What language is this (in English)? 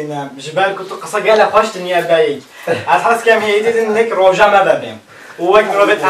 Kurdish